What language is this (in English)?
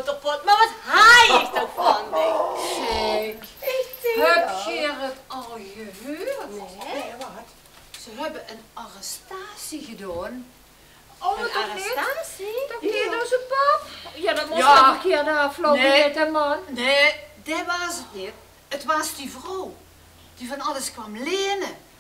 Limburgish